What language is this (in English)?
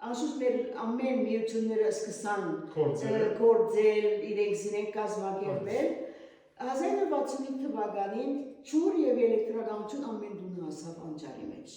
Western Armenian